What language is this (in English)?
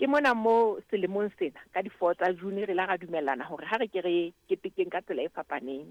Southern Sotho